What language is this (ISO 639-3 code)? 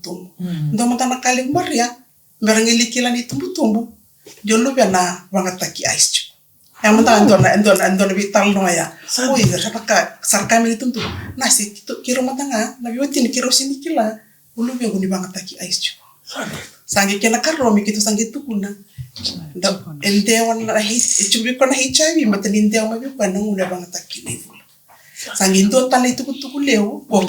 fij